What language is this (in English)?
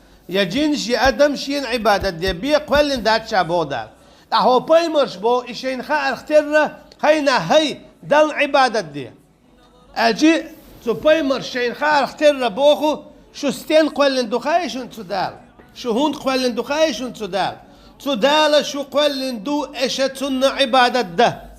Chechen